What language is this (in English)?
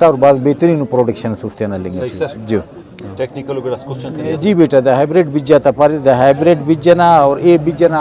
Brahui